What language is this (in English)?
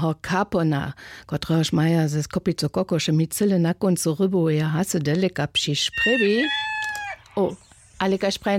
Upper Sorbian